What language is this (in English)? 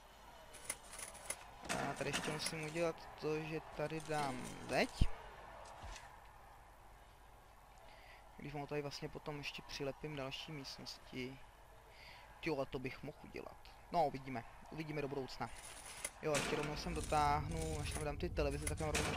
Czech